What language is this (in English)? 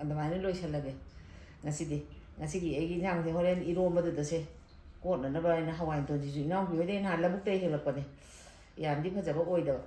Manipuri